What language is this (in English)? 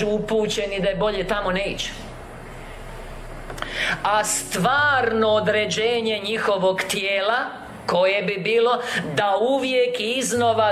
Croatian